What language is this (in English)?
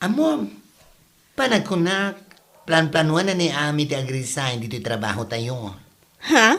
Iloko